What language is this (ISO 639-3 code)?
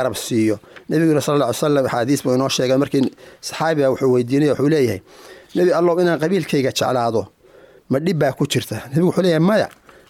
som